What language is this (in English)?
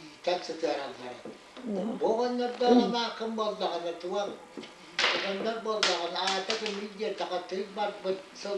Yakut